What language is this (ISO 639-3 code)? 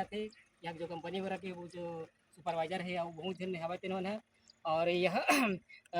hne